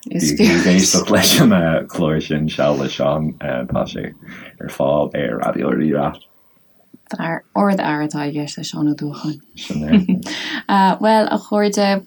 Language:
Irish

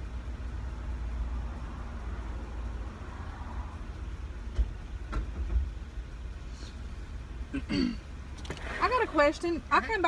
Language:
English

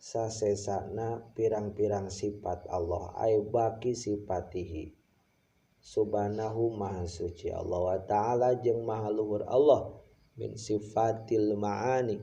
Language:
Sundanese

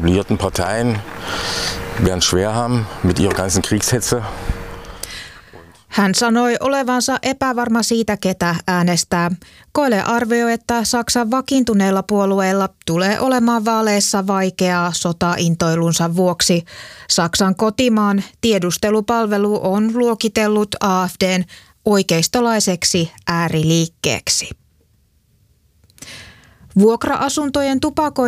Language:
Finnish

